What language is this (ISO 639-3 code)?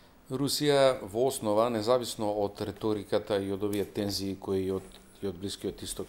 mkd